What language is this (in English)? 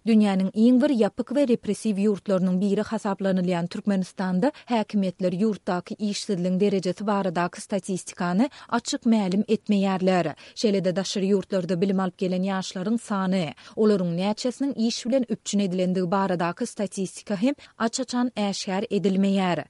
Turkmen